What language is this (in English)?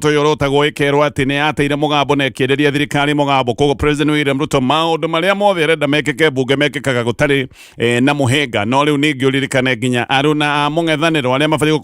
Kikuyu